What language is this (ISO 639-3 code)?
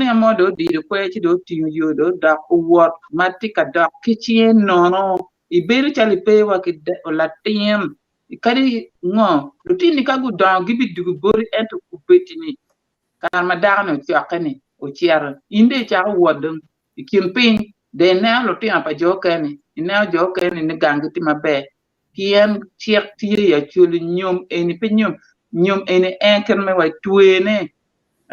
ach